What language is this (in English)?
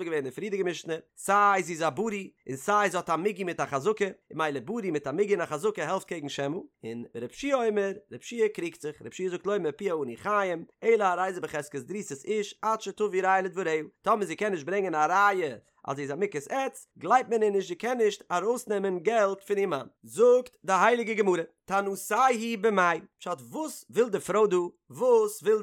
Yiddish